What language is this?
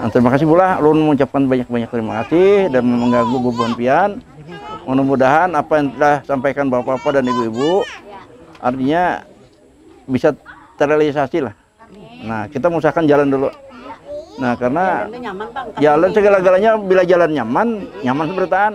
Banjar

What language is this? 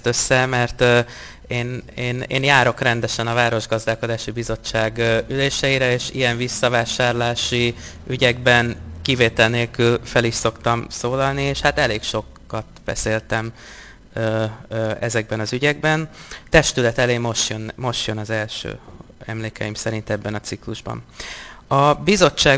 Hungarian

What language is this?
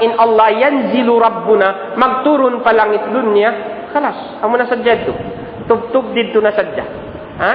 Tausug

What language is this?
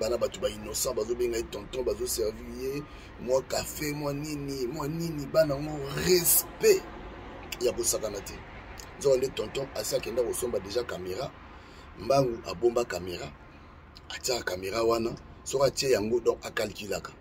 Lingala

